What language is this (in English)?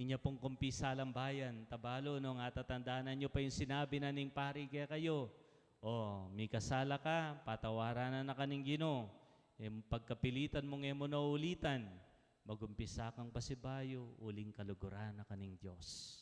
Pampanga